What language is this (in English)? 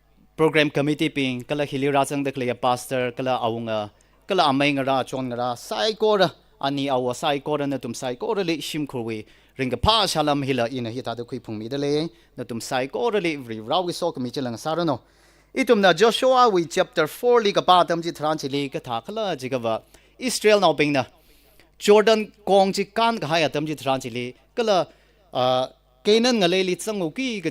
Tangkhul Naga (India)